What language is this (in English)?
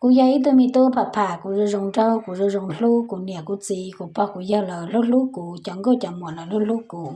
Hmong